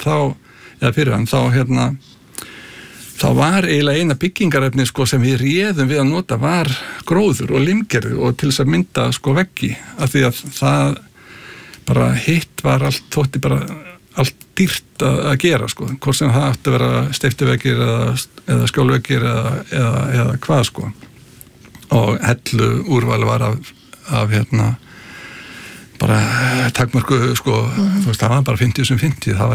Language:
Icelandic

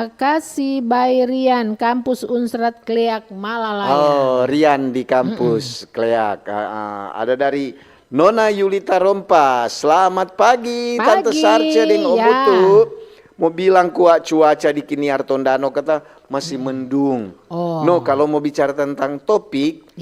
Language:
Manado Malay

